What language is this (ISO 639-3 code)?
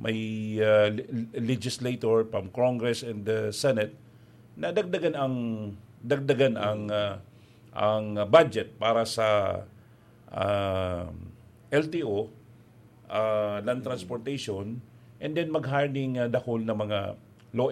bik